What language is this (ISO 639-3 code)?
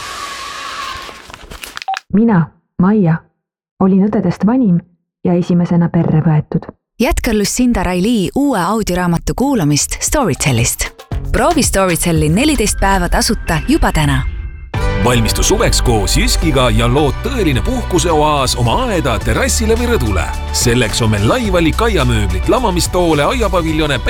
est